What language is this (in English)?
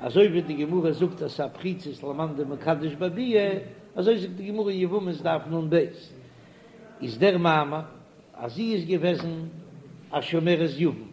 Yiddish